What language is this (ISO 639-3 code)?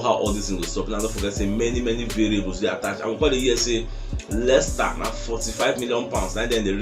pcm